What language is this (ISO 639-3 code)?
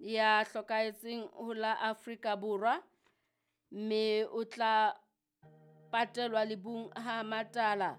sot